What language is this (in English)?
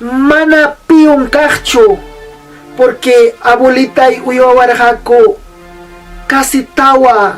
Ayacucho Quechua